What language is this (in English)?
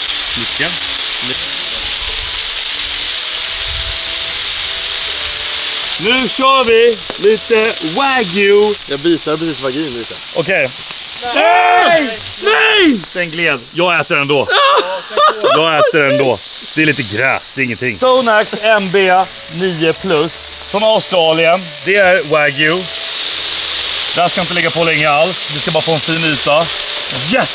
Swedish